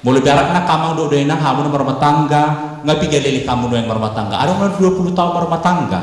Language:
Batak Toba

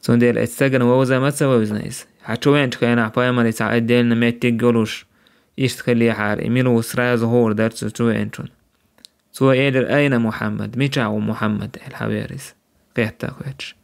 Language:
Chechen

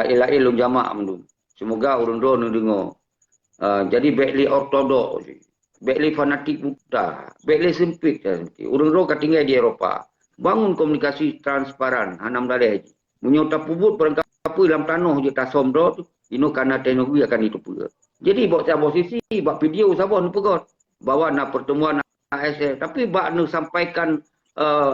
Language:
Achinese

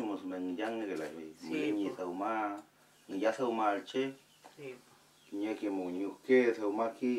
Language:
Mapuche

